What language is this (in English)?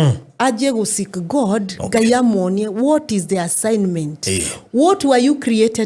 Kikuyu